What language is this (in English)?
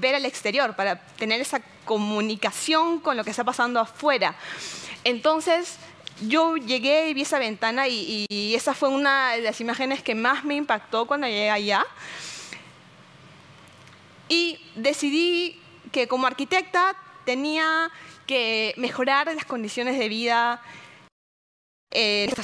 Spanish